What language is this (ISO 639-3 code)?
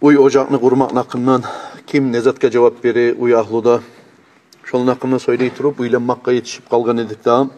kum